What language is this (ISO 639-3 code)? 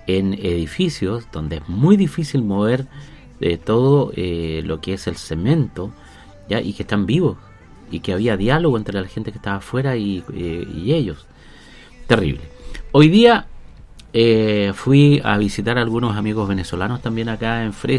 spa